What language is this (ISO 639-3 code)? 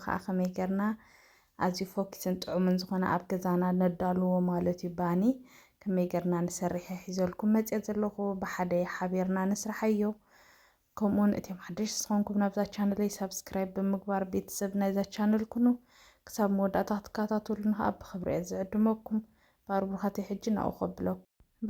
tir